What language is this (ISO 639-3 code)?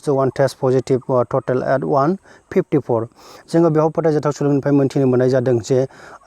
brx